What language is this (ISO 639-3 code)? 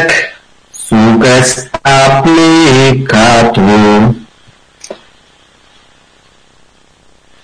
eus